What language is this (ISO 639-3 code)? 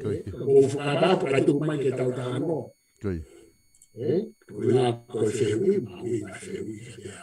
ton